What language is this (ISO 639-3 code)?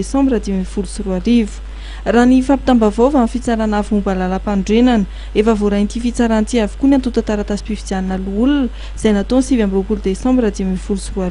mlg